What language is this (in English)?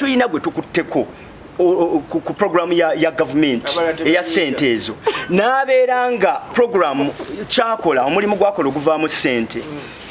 Ganda